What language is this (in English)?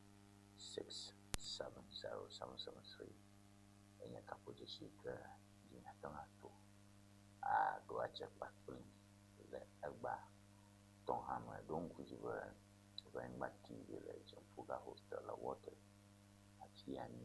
Ewe